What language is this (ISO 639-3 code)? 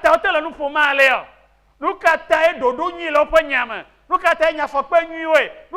ewe